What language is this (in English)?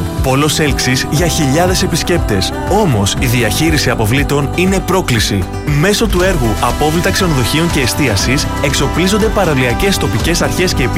Greek